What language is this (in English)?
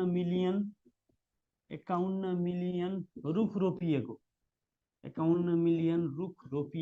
Nepali